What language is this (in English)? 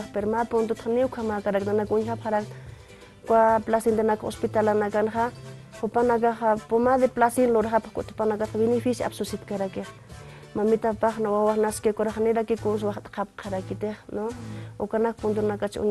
Aymara